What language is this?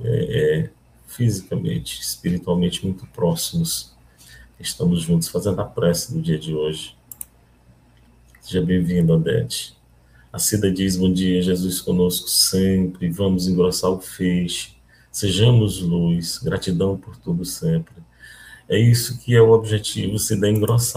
Portuguese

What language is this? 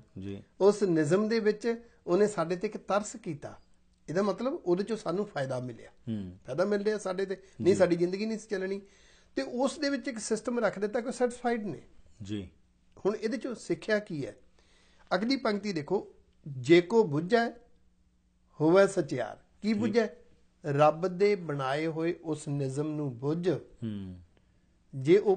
Punjabi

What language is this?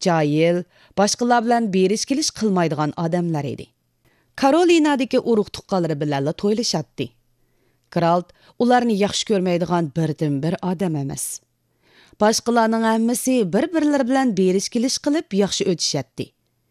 Uyghur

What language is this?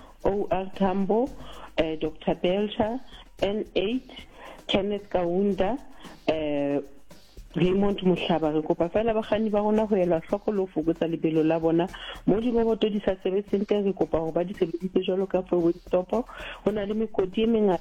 Southern Sotho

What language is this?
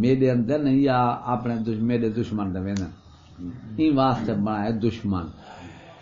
Saraiki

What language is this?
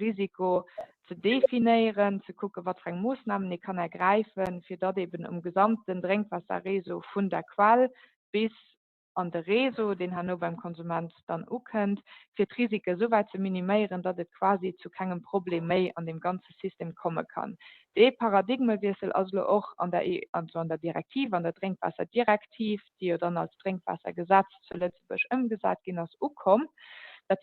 Luxembourgish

